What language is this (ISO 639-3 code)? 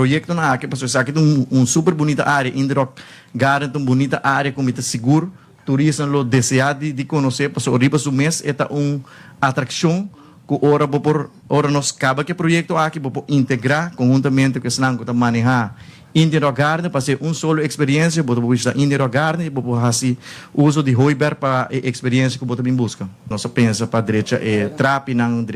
pap